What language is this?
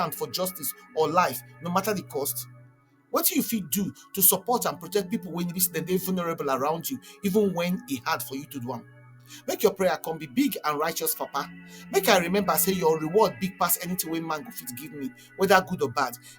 Nigerian Pidgin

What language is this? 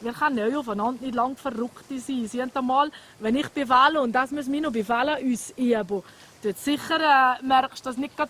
Swiss German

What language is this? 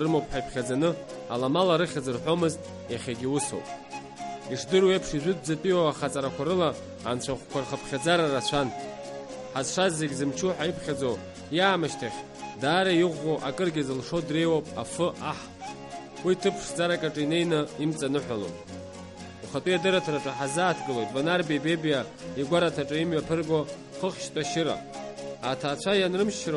Abkhazian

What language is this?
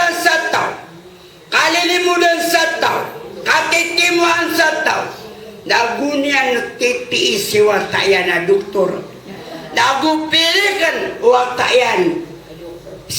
Maranao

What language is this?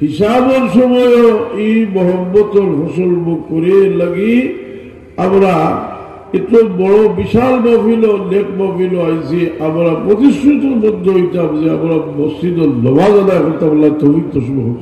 Sylheti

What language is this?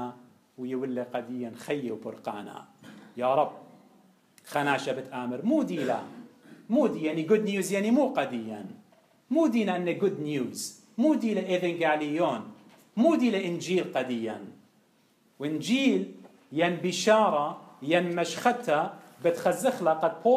Assyrian Neo-Aramaic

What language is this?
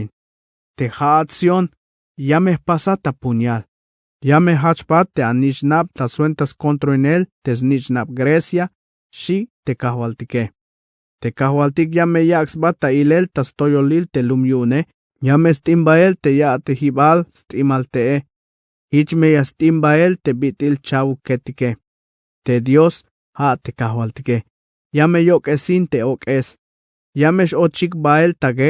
Tzeltal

